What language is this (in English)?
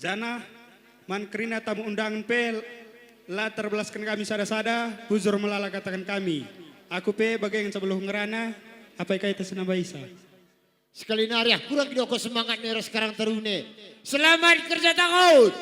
Batak Karo